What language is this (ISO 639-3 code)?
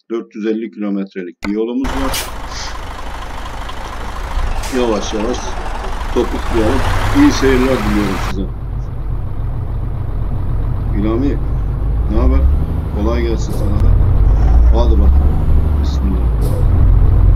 tur